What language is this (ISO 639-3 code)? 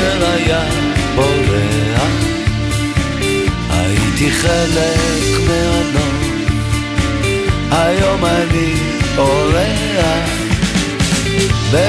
heb